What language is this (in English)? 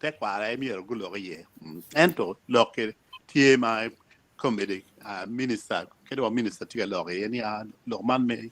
Acoli